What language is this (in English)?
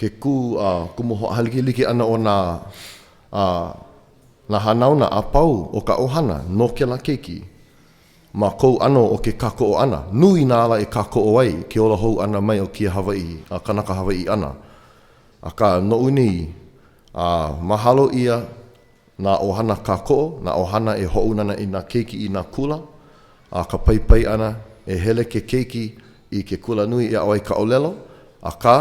Hawaiian